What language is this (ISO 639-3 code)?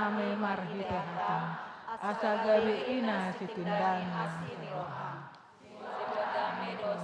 bbc